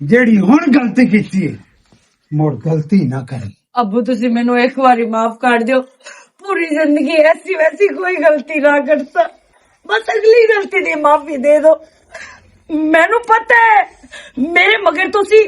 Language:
Western Panjabi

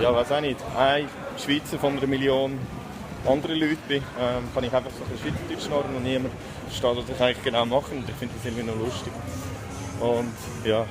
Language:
Swiss German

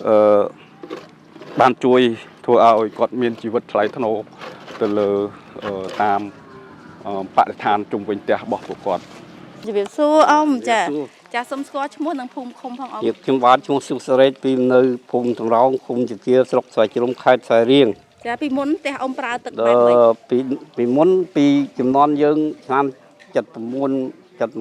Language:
Khmer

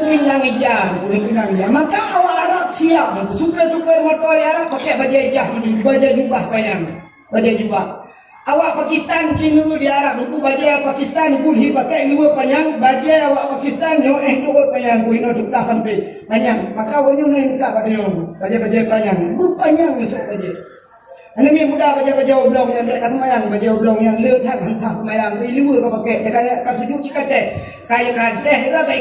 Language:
Achinese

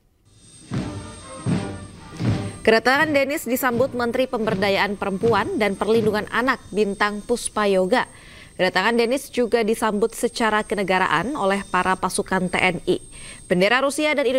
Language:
Indonesian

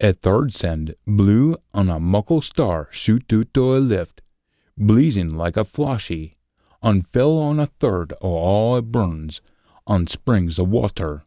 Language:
Scots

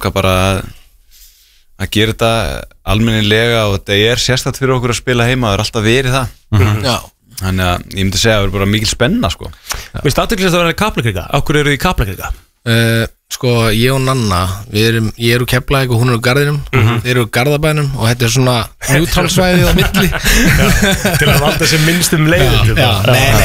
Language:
Icelandic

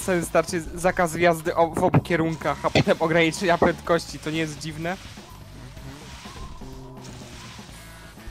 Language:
Polish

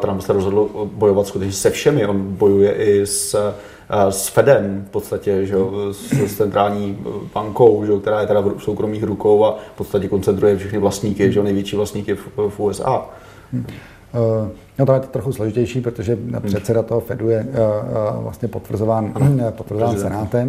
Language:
Czech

